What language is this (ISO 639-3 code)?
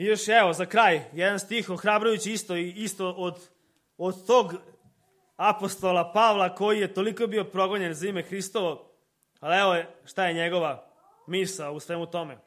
srp